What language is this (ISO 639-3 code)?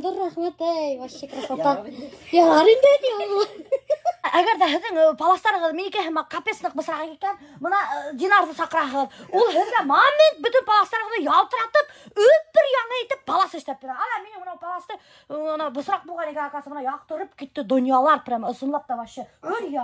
bak